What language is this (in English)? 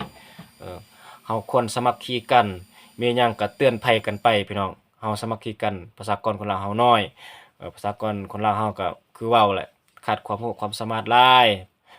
Lao